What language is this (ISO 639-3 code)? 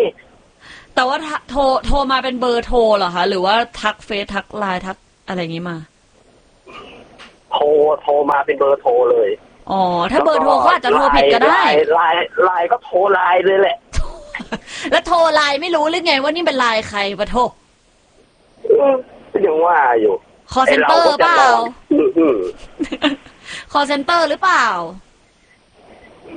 tha